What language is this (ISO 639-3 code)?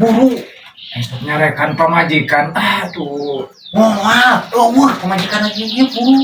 sun